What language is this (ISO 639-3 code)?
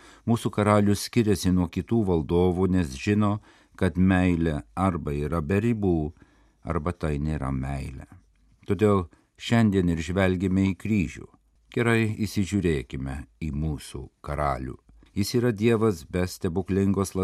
lit